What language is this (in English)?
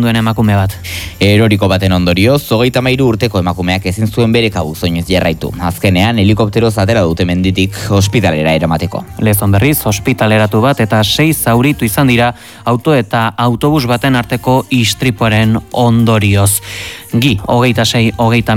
Basque